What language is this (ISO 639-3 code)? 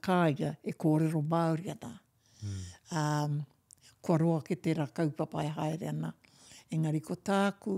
mri